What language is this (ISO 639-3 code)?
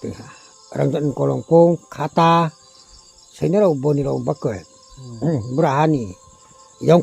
ria